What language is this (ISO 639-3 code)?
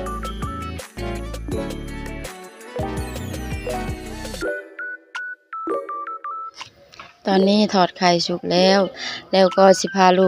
lao